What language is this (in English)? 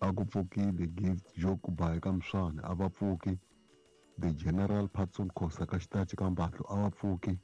Tsonga